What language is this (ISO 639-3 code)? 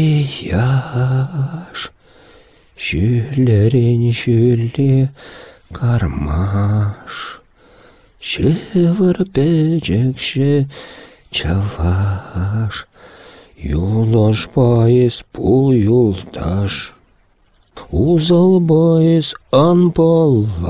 chv